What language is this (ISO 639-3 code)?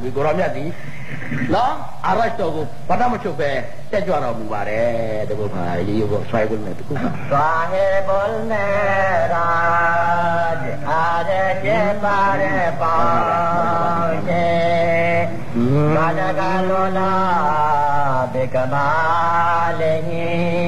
mya